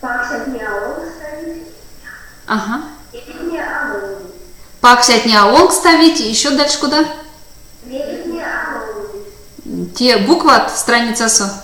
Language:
Erzya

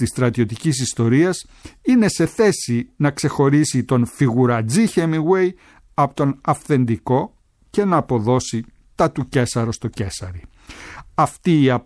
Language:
Greek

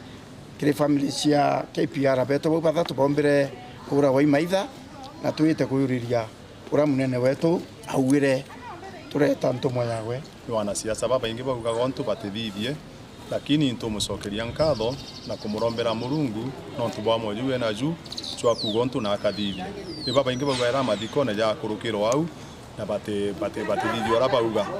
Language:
Meru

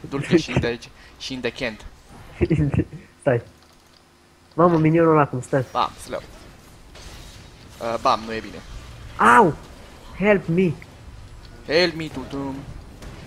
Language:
Romanian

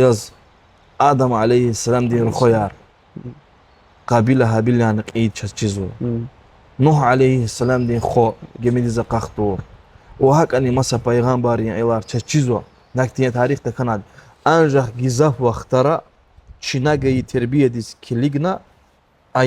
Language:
Lezghian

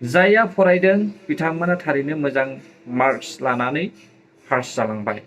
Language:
Bodo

